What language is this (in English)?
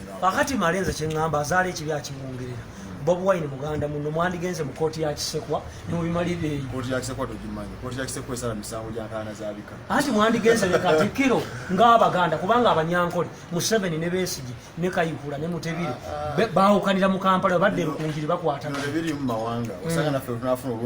Ganda